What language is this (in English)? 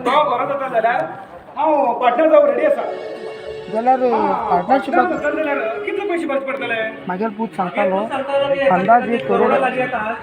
Konkani